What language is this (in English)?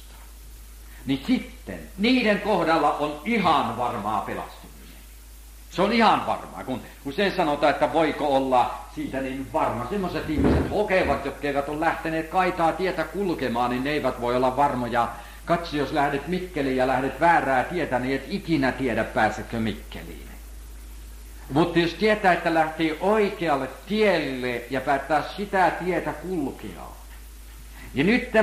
Finnish